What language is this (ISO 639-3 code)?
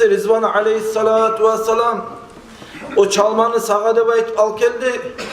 kum